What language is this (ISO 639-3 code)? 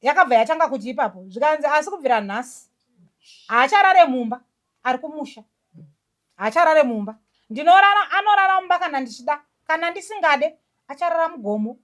sna